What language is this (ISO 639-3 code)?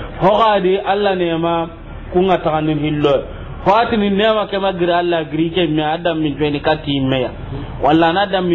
snk